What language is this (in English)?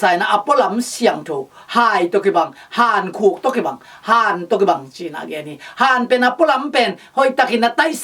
Tedim Chin